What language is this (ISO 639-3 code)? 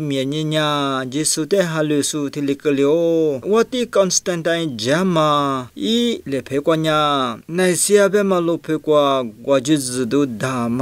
lis